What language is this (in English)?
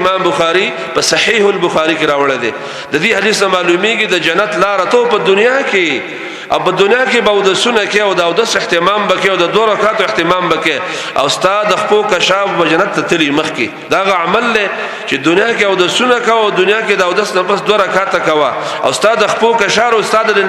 Pashto